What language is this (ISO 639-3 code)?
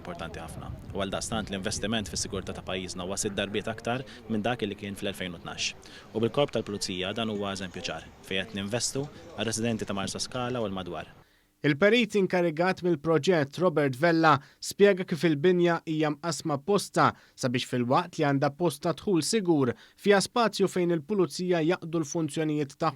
mlt